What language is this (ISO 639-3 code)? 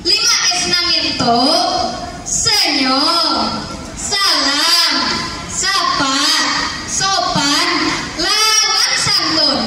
bjn